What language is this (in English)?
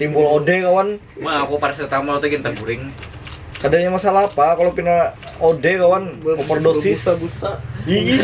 Banjar